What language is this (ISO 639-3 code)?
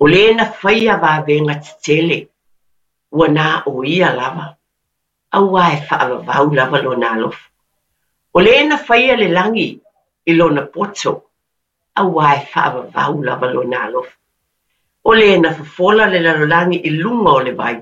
smo